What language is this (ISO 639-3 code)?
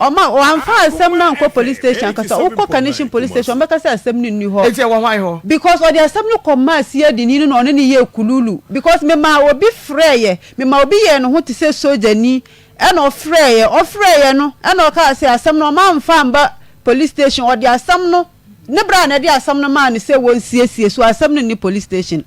aka